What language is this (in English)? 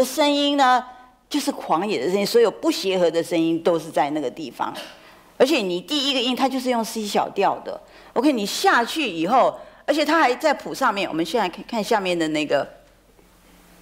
Chinese